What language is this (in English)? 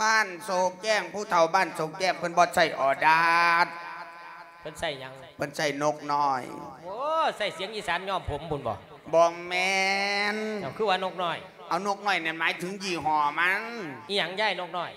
Lao